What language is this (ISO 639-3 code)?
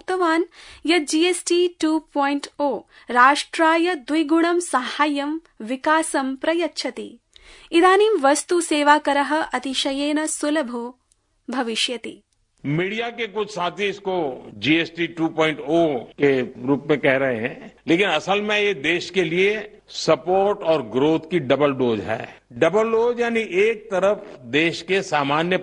san